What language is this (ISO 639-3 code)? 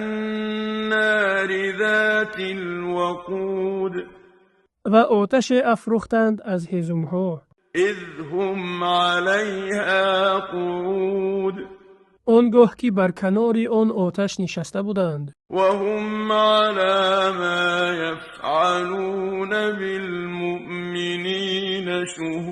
tgk